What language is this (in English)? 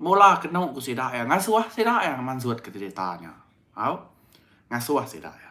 Iban